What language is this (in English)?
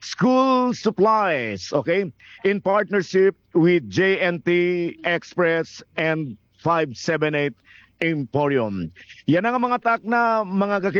Waray